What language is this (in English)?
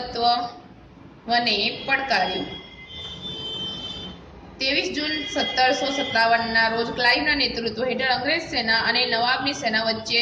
Gujarati